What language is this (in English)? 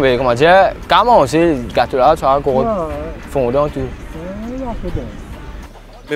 Morisyen